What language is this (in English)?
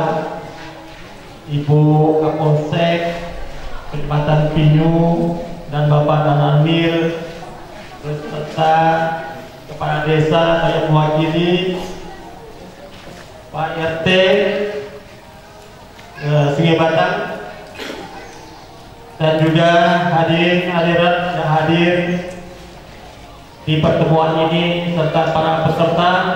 Indonesian